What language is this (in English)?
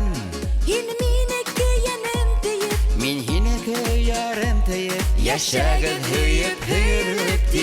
Bashkir